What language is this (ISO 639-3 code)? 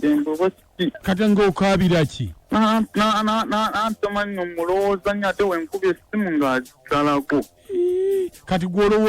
lug